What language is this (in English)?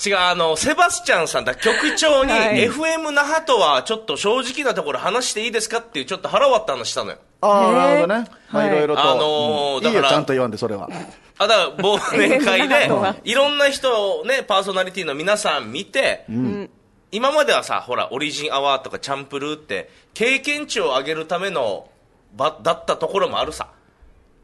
Japanese